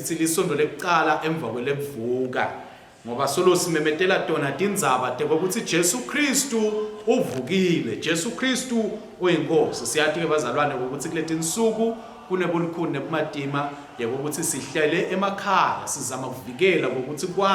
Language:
Swati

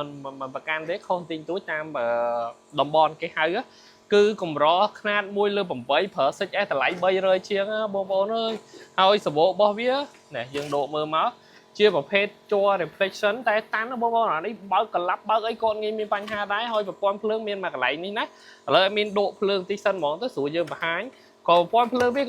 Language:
Khmer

